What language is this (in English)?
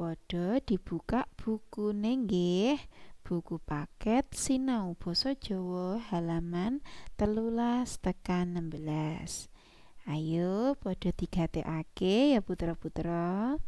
Javanese